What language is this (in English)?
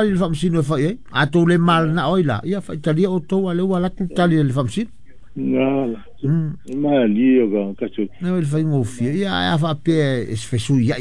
Samoan